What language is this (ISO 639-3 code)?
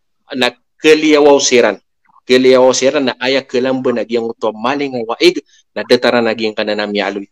mrw